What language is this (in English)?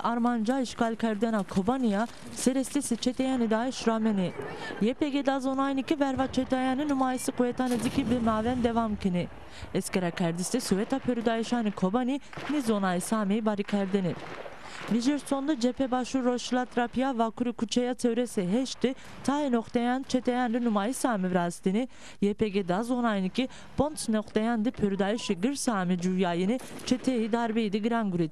Zaza